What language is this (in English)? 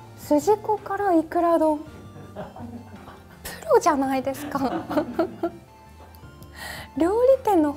Japanese